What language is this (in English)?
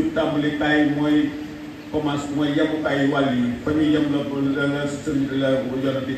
Wolof